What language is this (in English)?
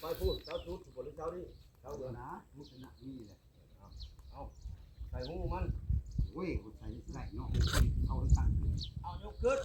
Northeastern Thai